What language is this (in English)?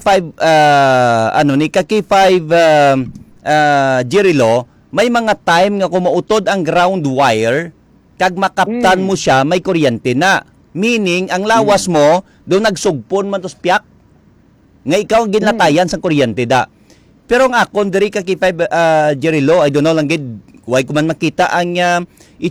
Hiligaynon